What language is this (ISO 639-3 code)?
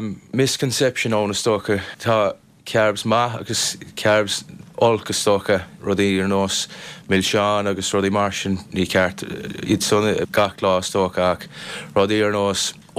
gle